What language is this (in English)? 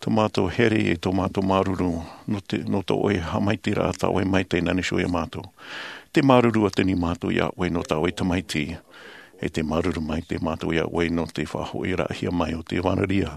Tahitian